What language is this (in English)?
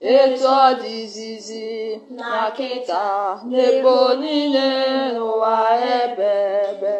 Igbo